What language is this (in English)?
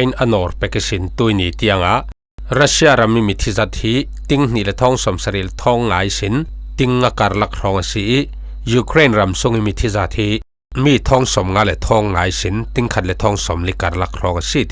Falam Chin